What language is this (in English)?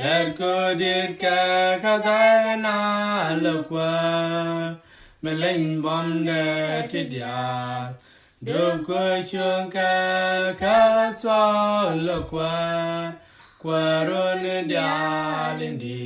Nuer